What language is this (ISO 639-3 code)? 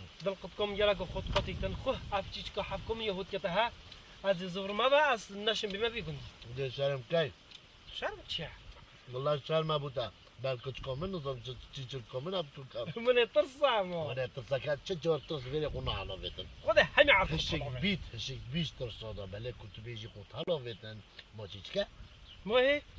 kur